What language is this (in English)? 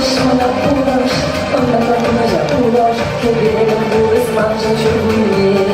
Chuvash